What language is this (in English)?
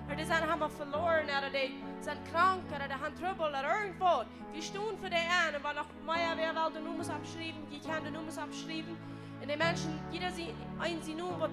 Plautdietsch